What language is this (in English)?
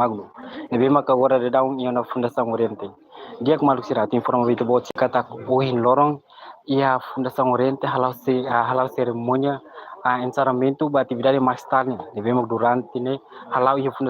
Tetum